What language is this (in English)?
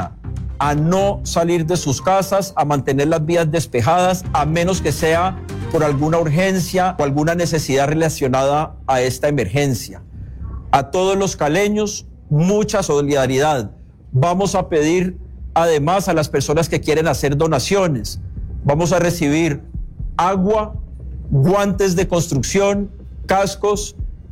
Spanish